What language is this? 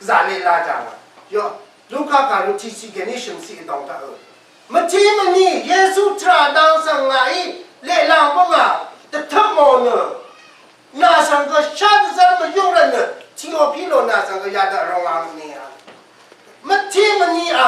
Rawang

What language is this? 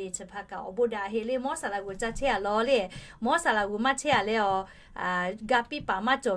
Lahu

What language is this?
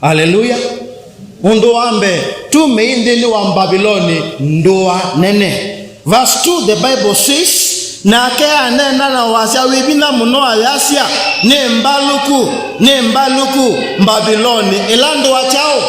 Kamba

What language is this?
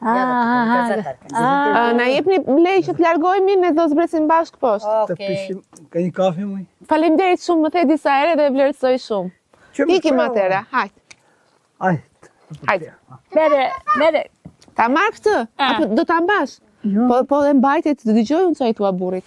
Albanian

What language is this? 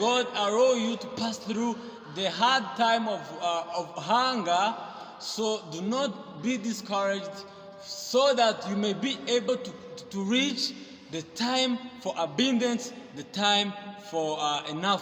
Kinyarwanda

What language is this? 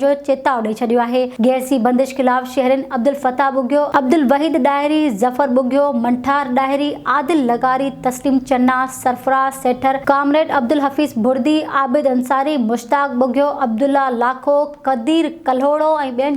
Sindhi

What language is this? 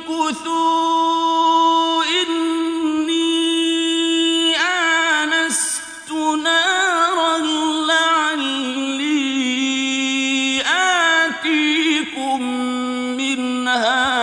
Arabic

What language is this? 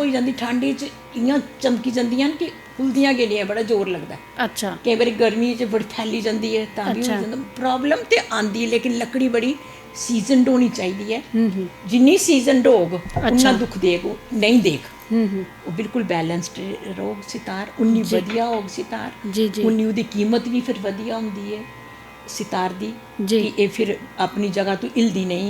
Dogri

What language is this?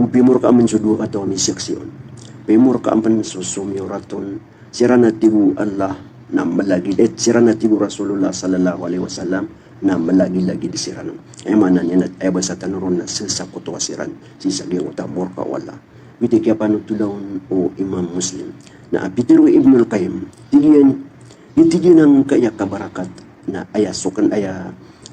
Maranao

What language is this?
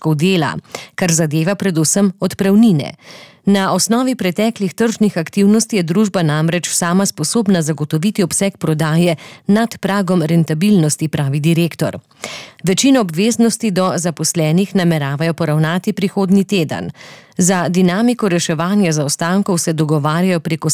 Slovenian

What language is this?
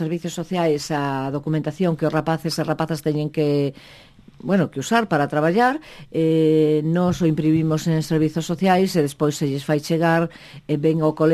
Galician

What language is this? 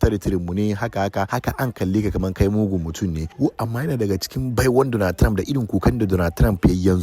Hausa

